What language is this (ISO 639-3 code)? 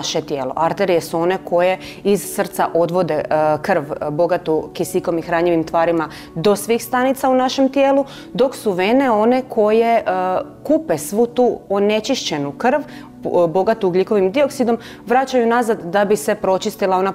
hrv